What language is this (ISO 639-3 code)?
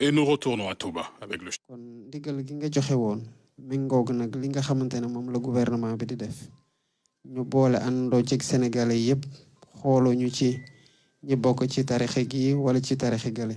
wol